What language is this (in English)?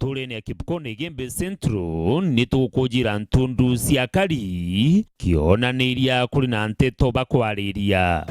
Meru